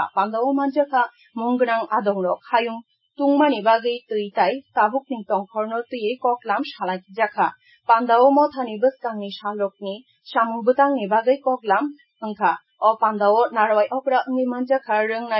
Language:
Kok Borok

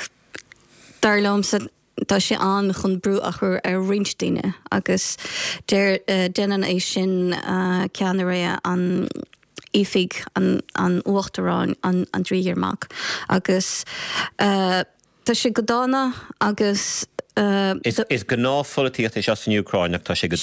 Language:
Irish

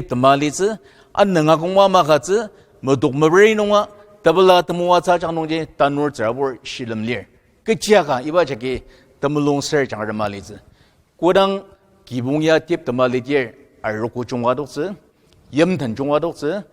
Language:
Ao Naga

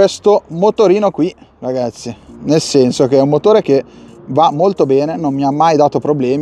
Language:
Italian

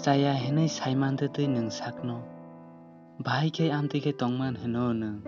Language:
Kok Borok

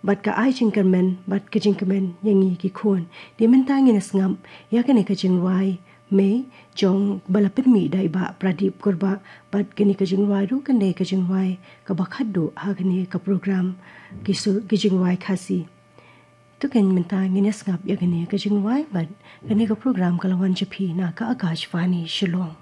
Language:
Khasi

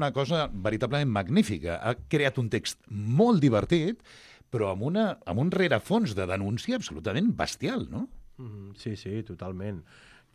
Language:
Catalan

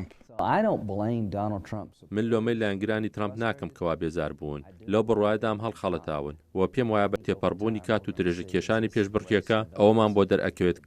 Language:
Central Kurdish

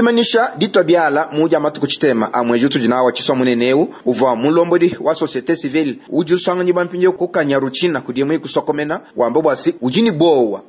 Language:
Luba-Lulua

